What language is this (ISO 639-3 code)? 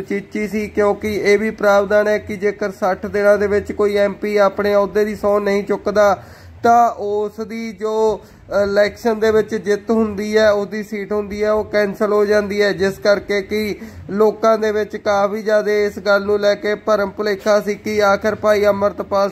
pan